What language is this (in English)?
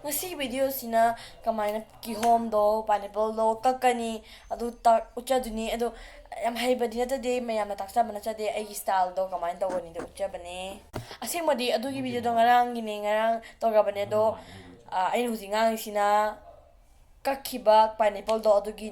Manipuri